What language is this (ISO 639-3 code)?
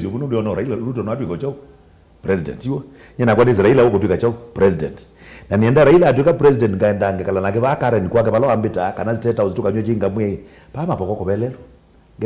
kam